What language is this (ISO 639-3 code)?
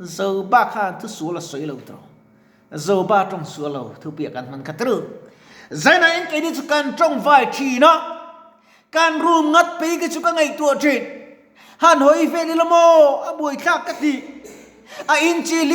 lus